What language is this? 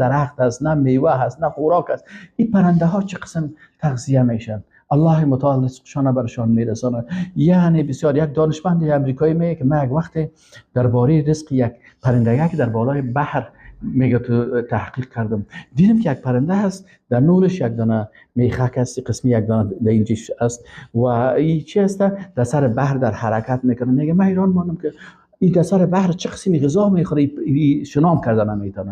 Persian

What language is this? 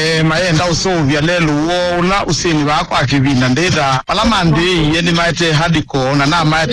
Kamba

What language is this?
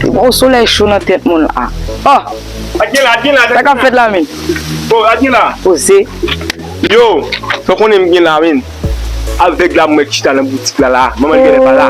Haitian Creole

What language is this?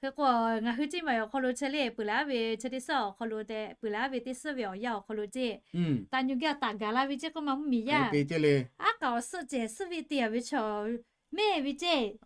Lahu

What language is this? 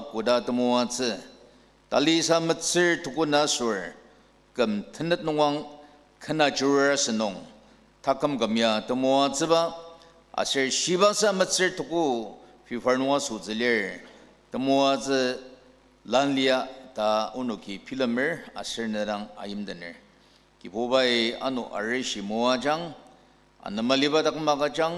Ao Naga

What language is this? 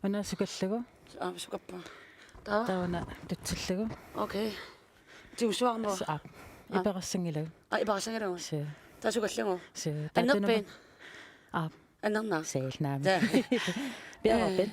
Kalaallisut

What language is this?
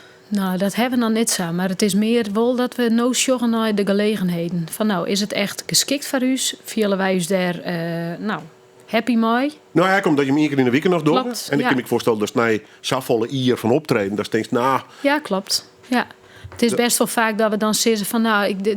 Western Frisian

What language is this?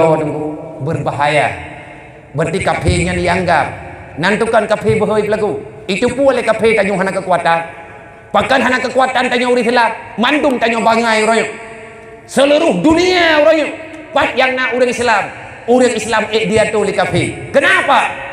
Achinese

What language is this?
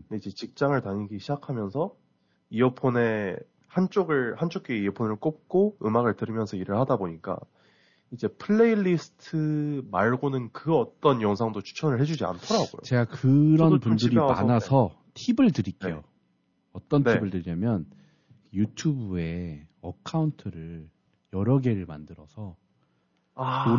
Korean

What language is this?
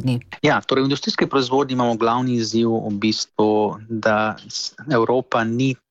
Slovenian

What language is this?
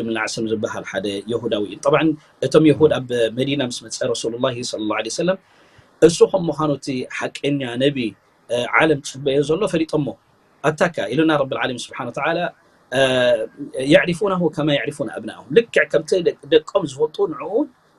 Tigrinya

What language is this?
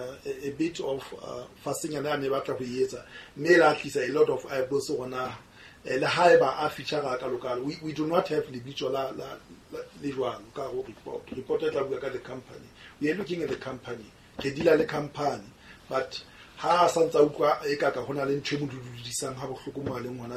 Southern Sotho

